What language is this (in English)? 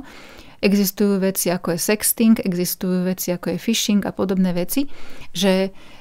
Slovak